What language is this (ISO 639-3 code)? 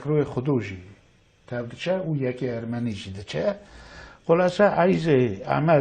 kur